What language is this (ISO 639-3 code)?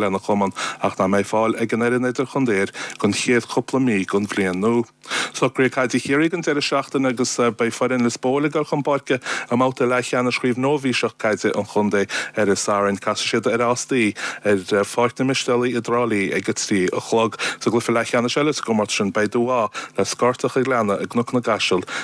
gle